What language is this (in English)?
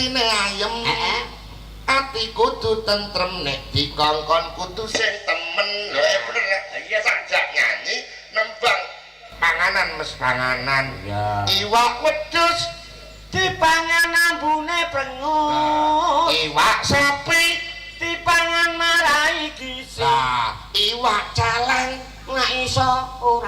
Javanese